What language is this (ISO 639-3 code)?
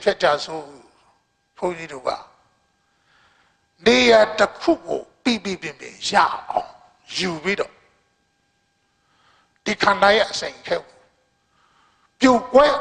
mya